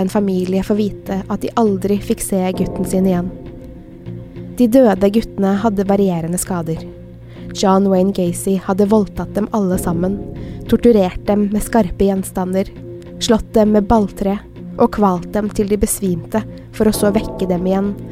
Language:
Norwegian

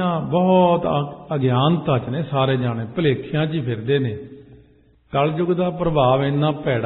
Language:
Punjabi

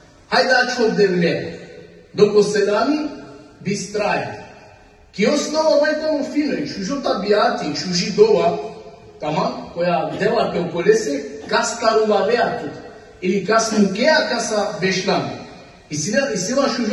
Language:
Balkan Romani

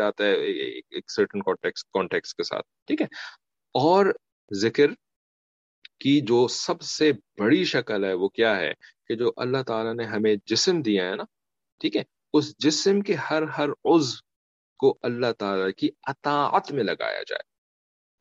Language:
Urdu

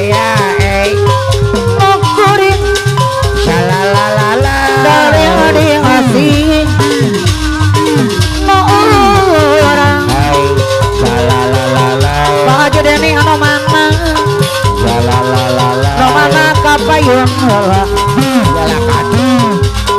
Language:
Sundanese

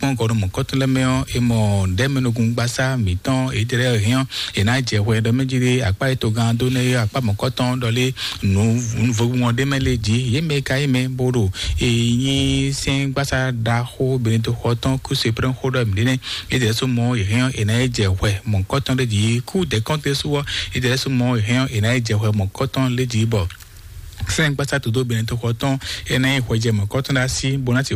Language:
Fon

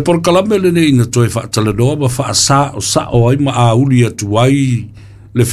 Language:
Samoan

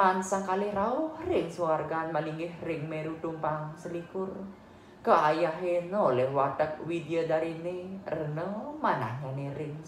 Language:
Balinese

